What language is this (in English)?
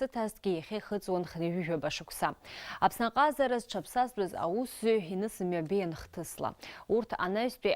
Abkhazian